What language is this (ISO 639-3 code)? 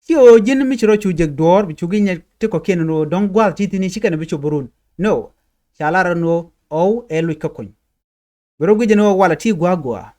nus